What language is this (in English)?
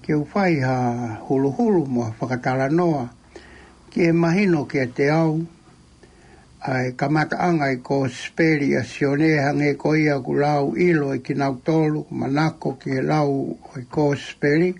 Tongan